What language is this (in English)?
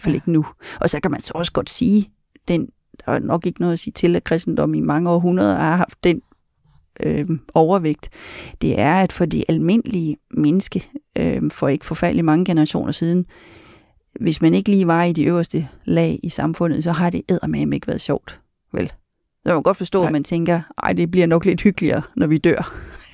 Danish